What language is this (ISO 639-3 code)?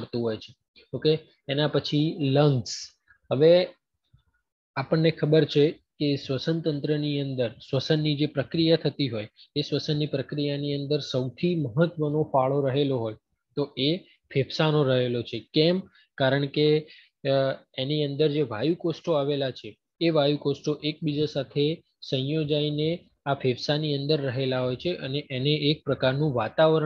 guj